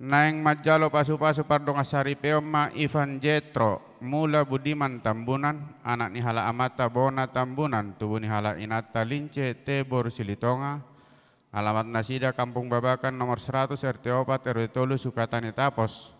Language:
Batak Toba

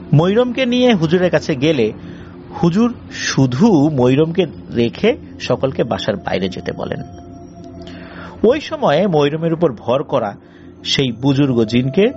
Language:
Bangla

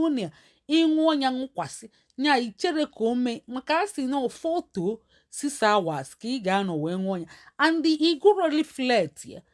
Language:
Igbo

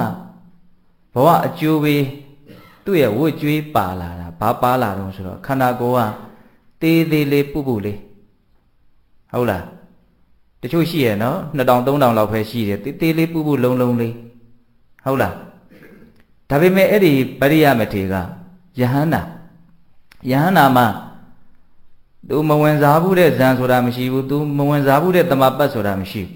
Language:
Burmese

